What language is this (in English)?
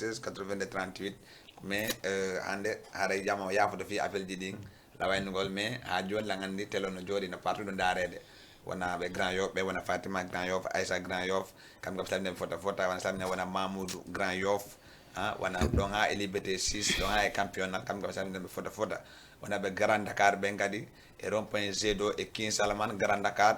Fula